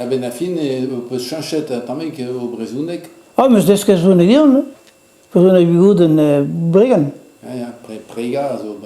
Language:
Breton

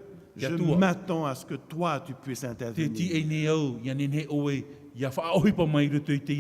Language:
Tahitian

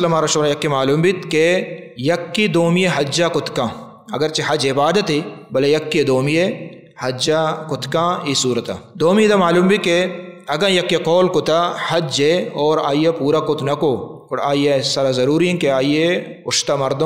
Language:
Baluchi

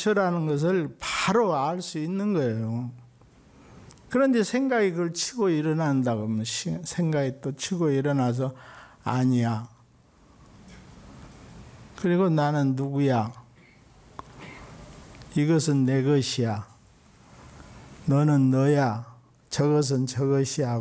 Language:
Korean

